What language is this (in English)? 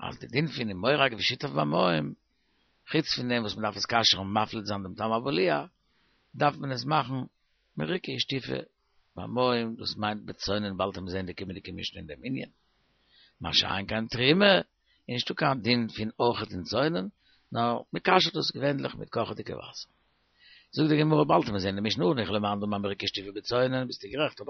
Yiddish